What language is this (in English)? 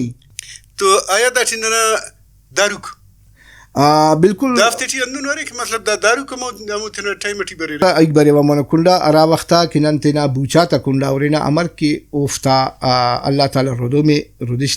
Brahui